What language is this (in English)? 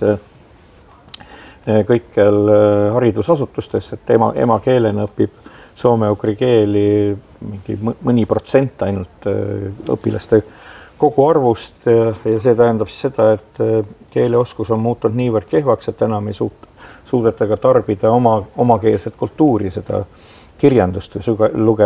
Estonian